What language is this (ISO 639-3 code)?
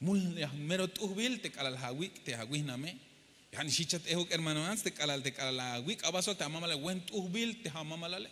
tzh